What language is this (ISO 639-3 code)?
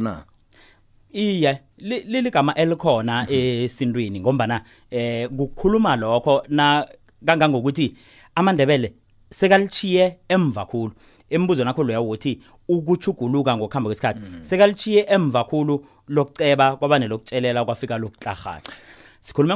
nbl